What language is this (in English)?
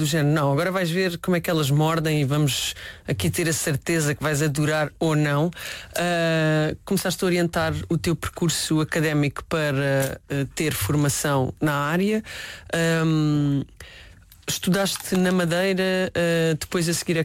Portuguese